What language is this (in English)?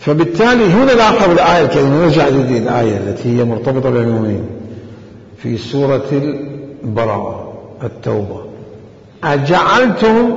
Mesopotamian Arabic